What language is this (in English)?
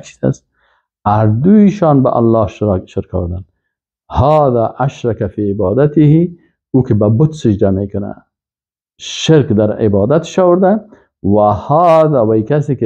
Persian